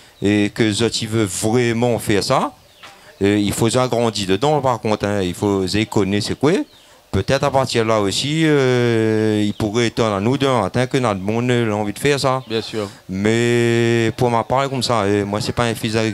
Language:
Réunion Creole French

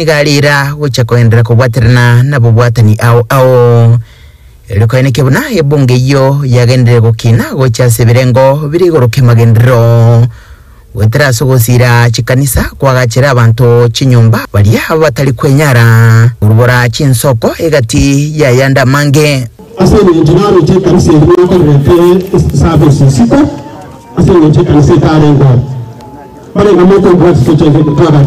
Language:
Gusii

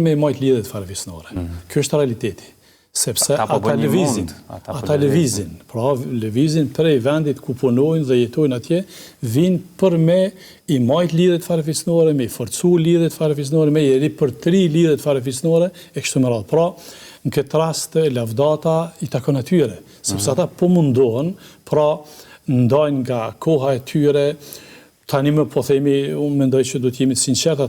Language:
Albanian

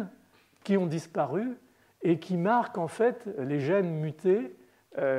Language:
French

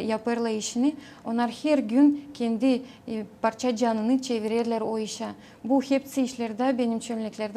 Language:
Gagauz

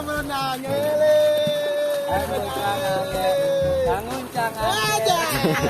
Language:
Betawi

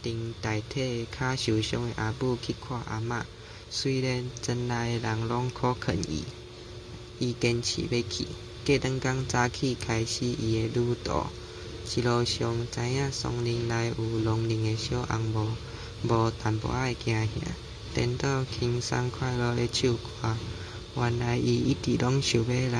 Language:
Min Nan Chinese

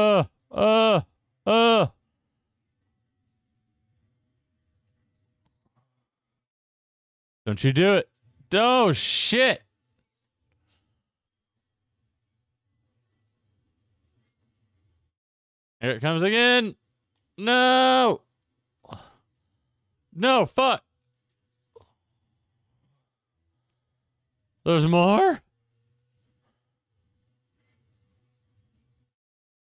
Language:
English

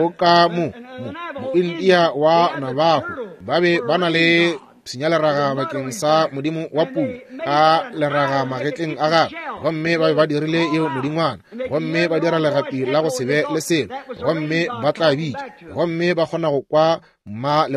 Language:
Northern Sotho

